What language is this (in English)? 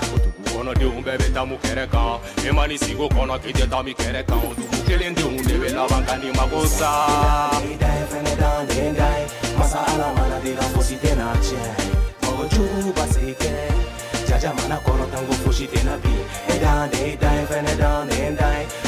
Bambara